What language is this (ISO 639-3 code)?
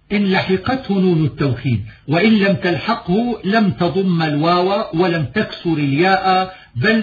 ara